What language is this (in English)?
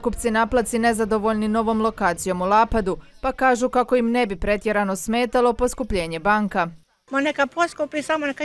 Croatian